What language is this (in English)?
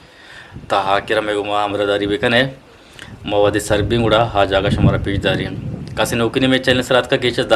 Eastern Balochi